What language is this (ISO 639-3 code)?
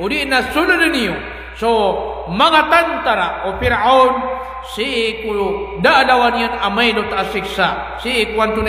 mrw